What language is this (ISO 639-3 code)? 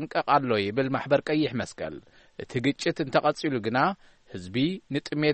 tir